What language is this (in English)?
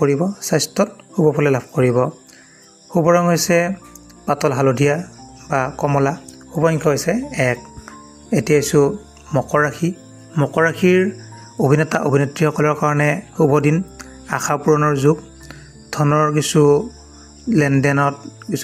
Assamese